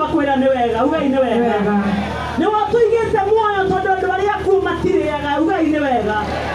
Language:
Kikuyu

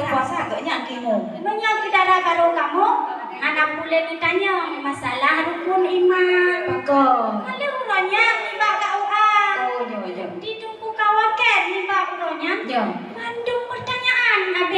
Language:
Achinese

